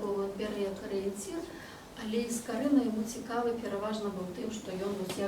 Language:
Belarusian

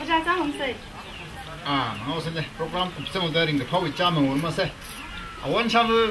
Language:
Tangkhul Naga (India)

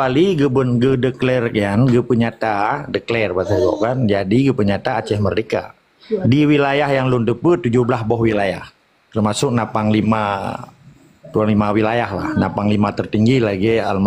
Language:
Achinese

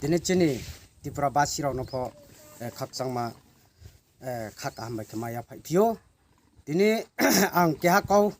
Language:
Riang (India)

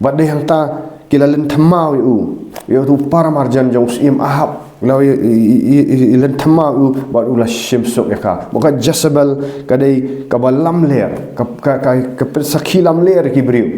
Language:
Khasi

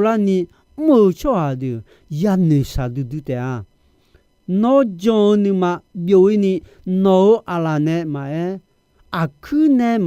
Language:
Akha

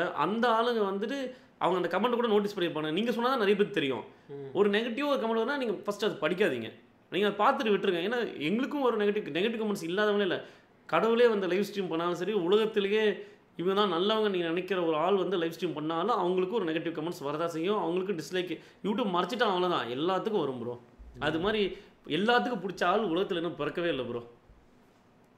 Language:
Tamil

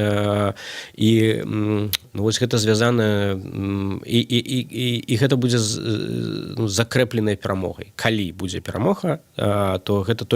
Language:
Belarusian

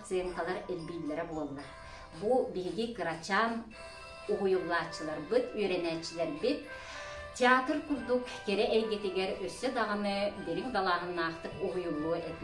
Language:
Yakut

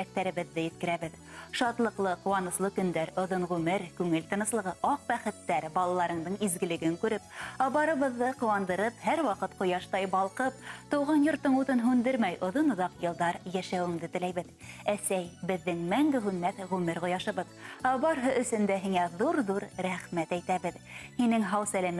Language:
Bashkir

